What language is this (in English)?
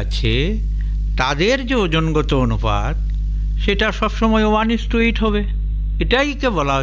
Bangla